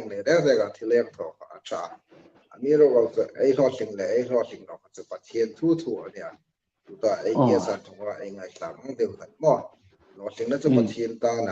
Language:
Hmar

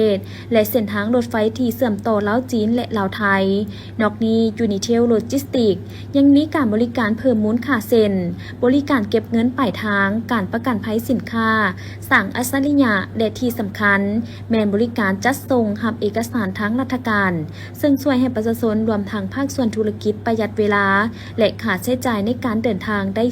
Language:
Lao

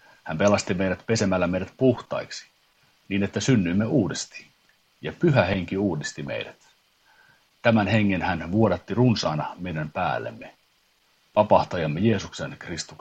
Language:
Finnish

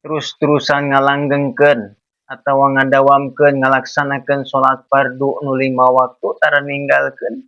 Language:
Sundanese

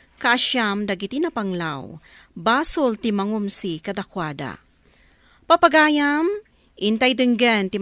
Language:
Iloko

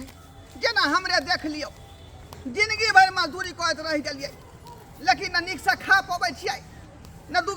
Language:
Maithili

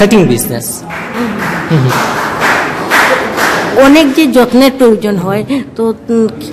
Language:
Bangla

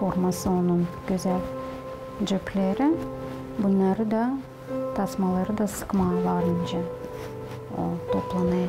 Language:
Gagauz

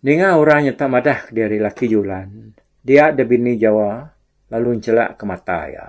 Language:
Iban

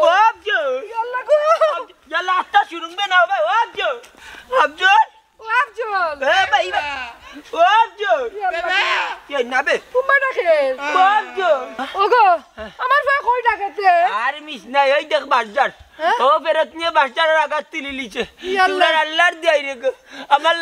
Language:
Sylheti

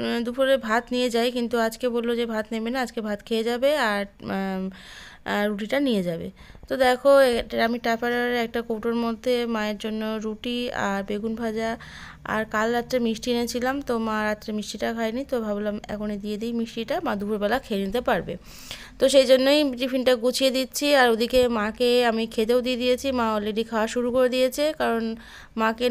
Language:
Bangla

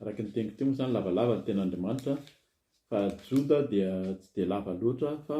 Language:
Malagasy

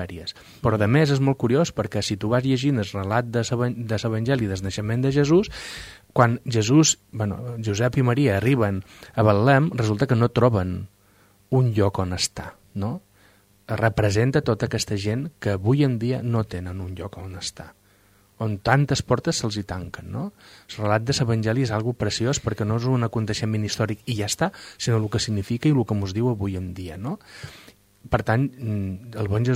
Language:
Catalan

